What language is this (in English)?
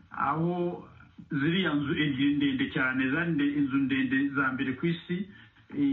Kinyarwanda